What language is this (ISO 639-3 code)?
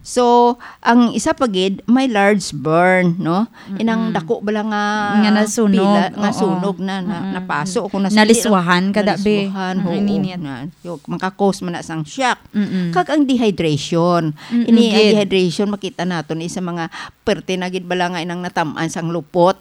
hil